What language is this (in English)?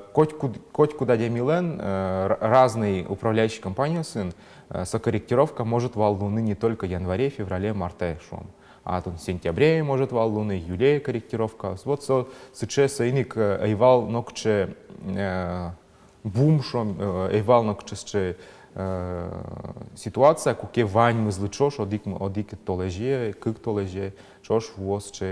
Udmurt